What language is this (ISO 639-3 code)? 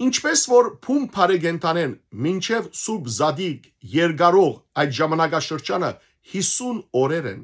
hyw